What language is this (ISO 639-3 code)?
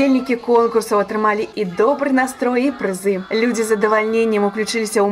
bel